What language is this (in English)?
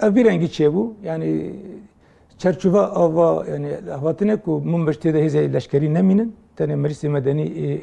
Kurdish